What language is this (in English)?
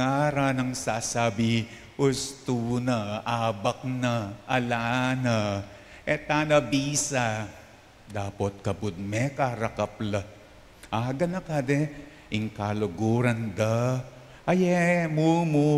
Pampanga